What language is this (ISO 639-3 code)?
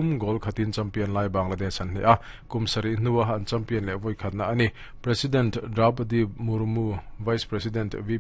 lus